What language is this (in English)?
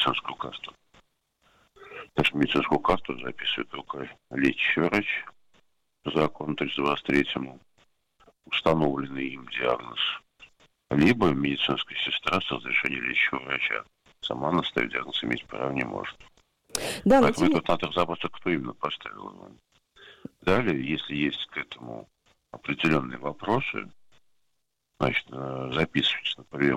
Russian